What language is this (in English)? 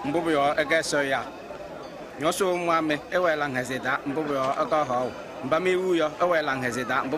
Kabiyè